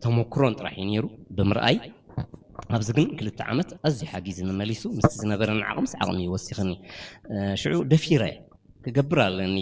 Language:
Tigrinya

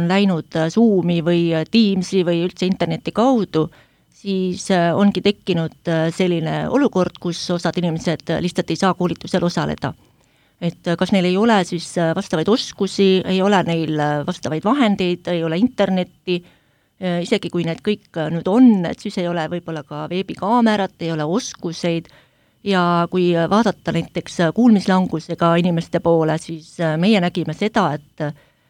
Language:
Estonian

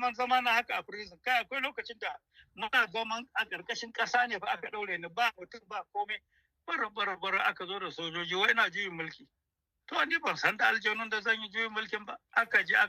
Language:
Hausa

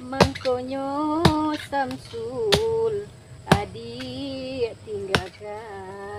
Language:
Minangkabau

